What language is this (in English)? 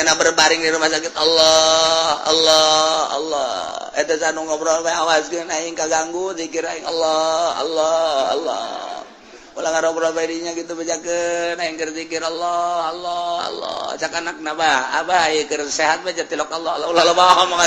Sundanese